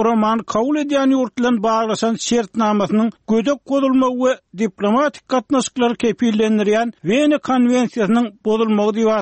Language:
Turkmen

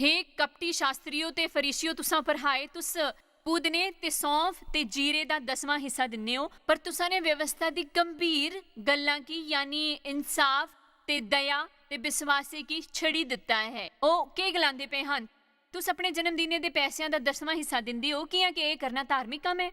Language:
Dogri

